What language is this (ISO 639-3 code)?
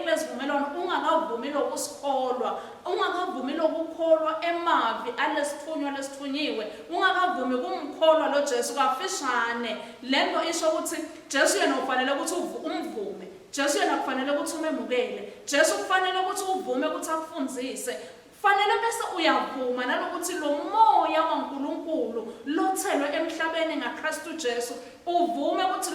ssw